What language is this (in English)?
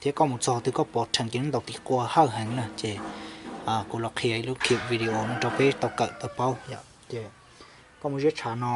Hmong